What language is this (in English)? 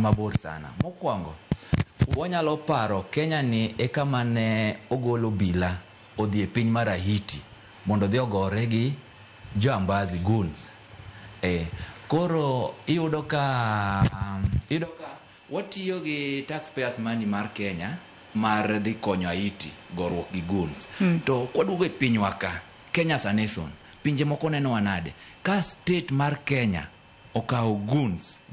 Luo (Kenya and Tanzania)